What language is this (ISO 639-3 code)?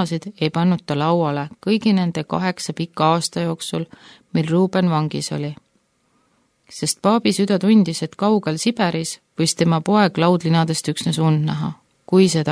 est